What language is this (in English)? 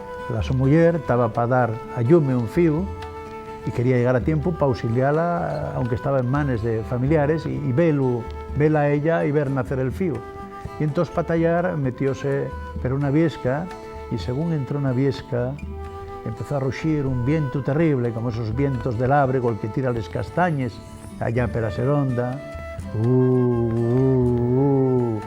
Asturian